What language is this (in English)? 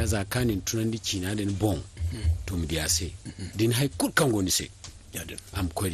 Zarma